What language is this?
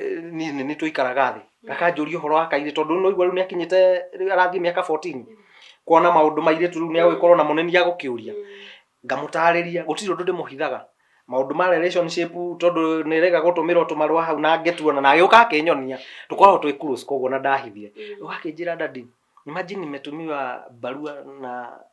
Kikuyu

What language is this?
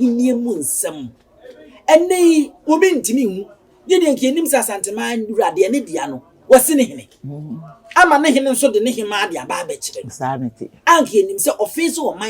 Akan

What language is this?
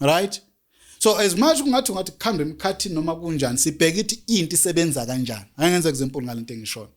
Zulu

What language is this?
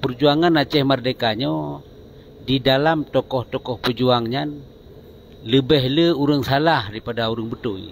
Achinese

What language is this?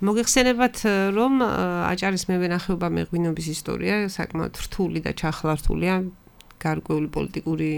Georgian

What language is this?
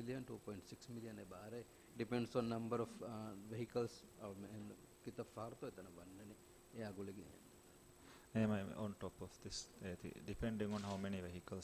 Divehi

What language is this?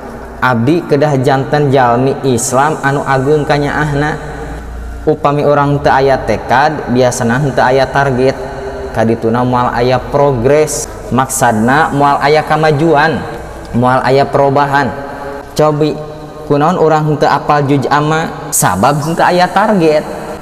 Sundanese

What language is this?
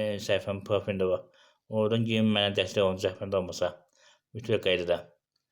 Azerbaijani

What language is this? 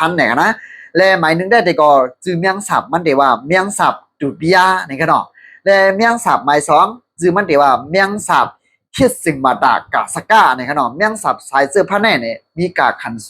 Shan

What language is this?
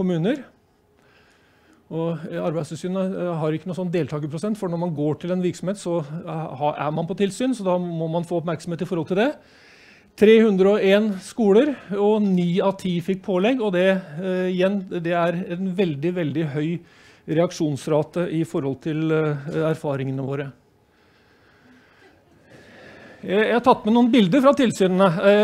Norwegian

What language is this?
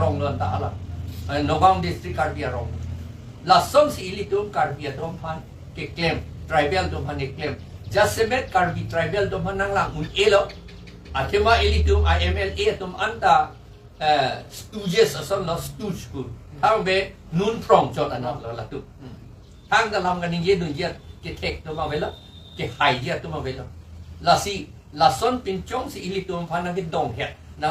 Karbi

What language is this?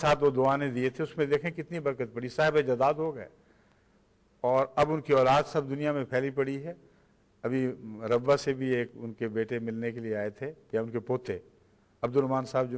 Urdu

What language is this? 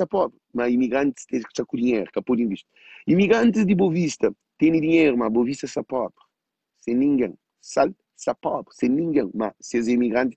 Kabuverdianu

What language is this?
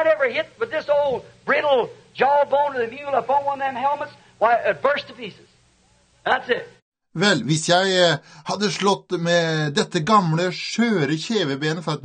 Norwegian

